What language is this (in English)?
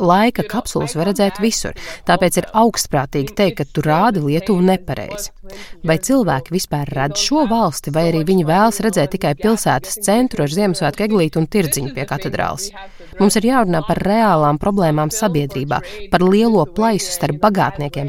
Latvian